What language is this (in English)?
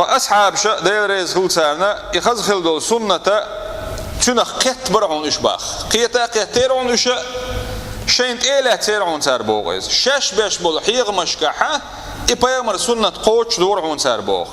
Chechen